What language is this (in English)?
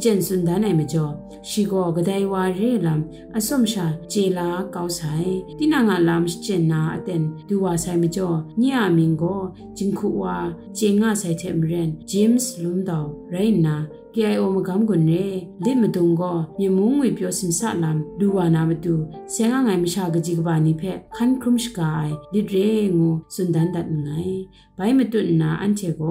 Kachin